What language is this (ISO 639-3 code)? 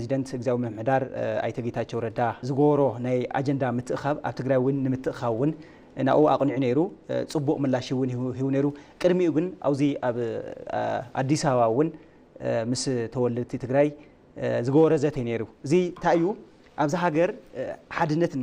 tir